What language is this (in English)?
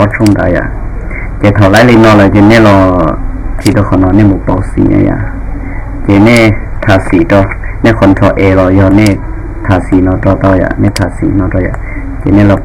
Hmong